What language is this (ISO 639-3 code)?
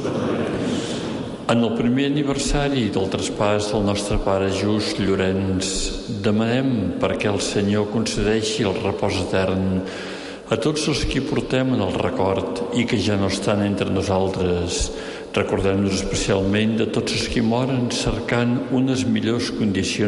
cat